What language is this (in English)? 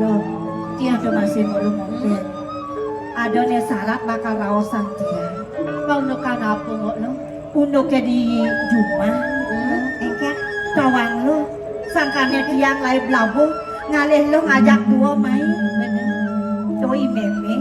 Balinese